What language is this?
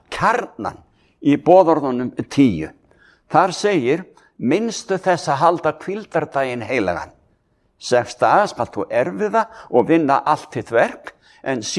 Icelandic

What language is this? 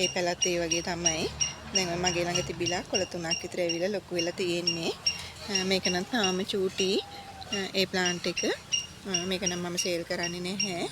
Sinhala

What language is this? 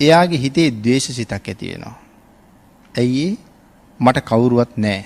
Sinhala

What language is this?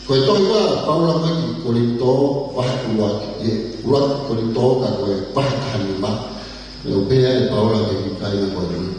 Tongan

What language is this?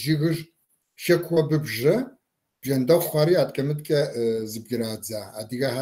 Kabardian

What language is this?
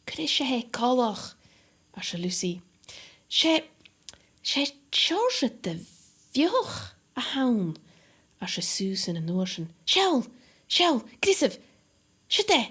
Scottish Gaelic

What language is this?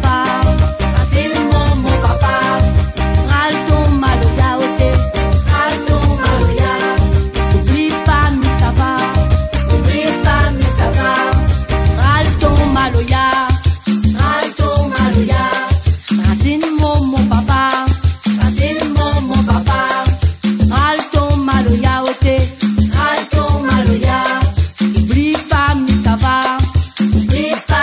Réunion Creole French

